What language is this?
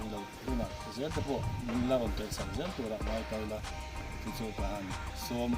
Mizo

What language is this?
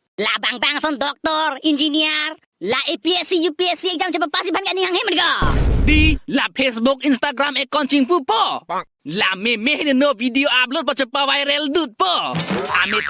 Karbi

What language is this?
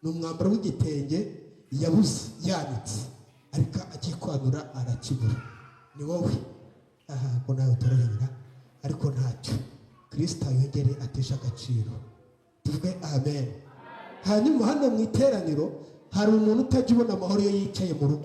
Kinyarwanda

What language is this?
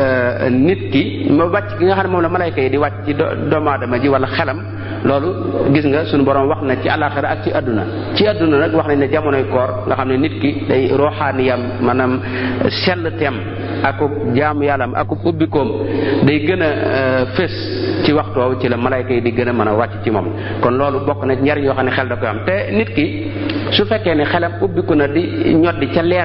Wolof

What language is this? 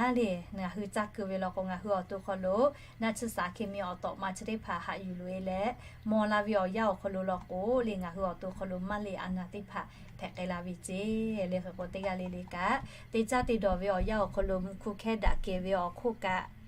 Lahu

